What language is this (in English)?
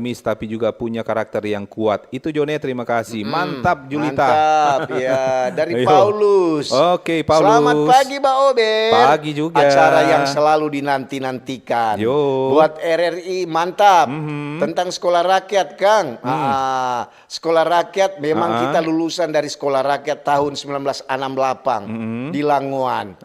Manado Malay